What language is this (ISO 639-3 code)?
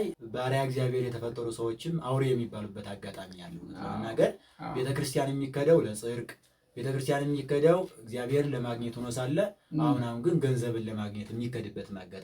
amh